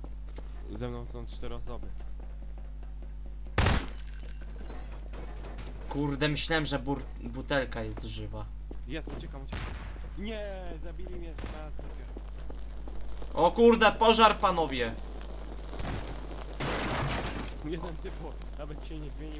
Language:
Polish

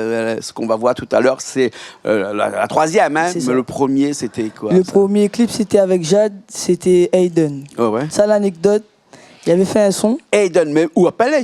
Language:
Réunion Creole French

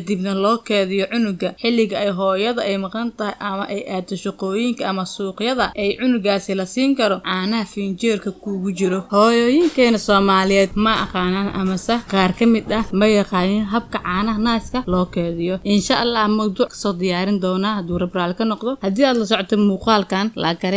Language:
Somali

